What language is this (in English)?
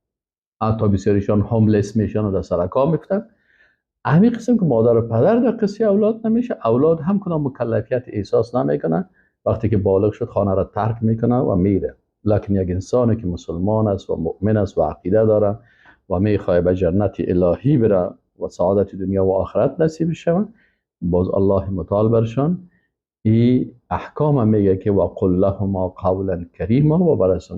Persian